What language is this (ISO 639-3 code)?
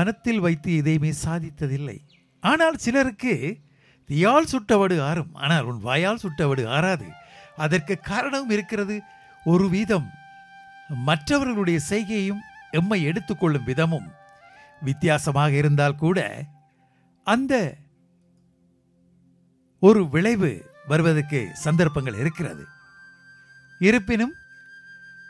tam